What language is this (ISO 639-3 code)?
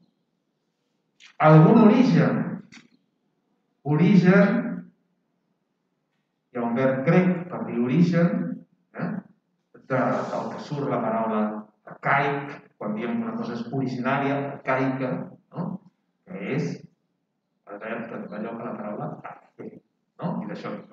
cat